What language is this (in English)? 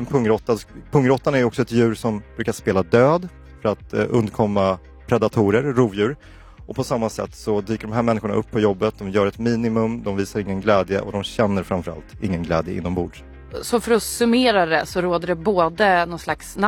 Swedish